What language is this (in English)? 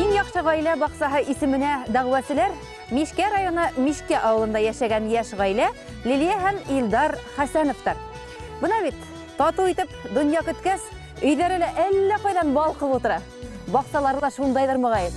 Bashkir